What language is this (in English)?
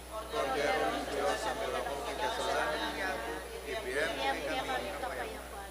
Pampanga